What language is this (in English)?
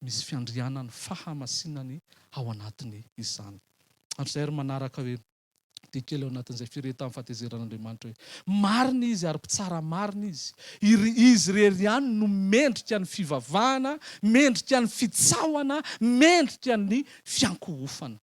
Malagasy